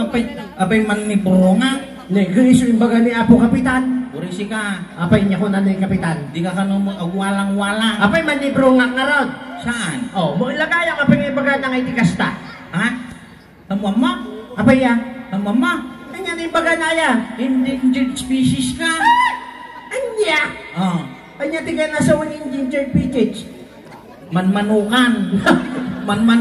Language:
Iloko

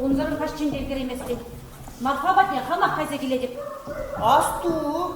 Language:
Chuvash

